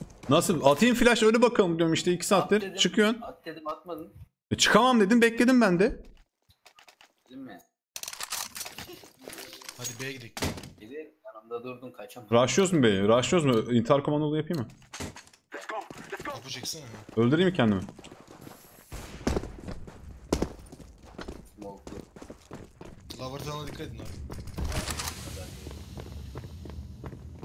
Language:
Turkish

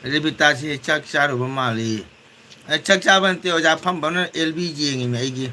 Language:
Manipuri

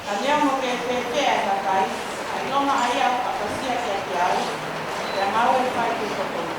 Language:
Tongan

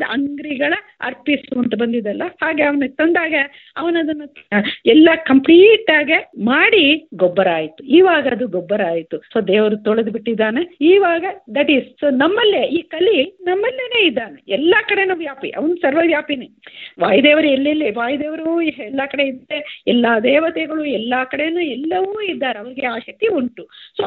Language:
Kannada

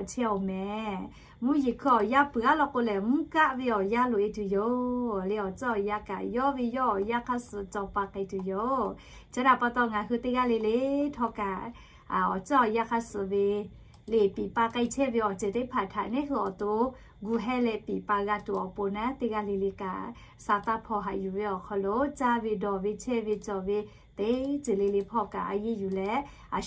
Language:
Lahu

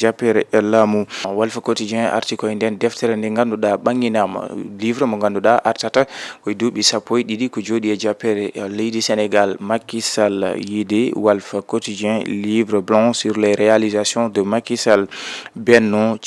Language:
Fula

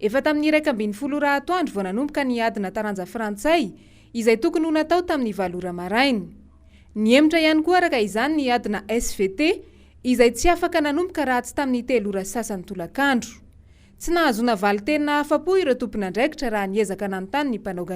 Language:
Malagasy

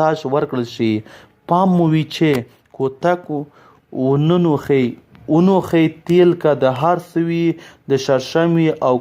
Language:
Pashto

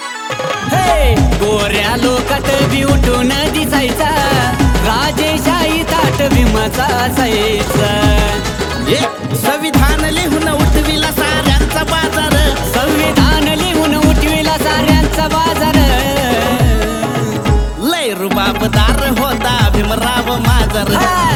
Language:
Marathi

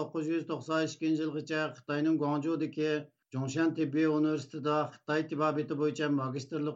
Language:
Uyghur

